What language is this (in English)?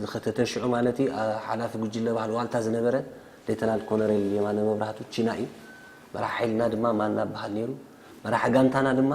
Tigrinya